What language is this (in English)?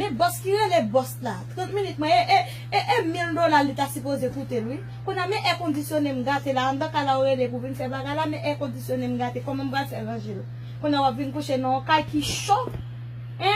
Haitian Creole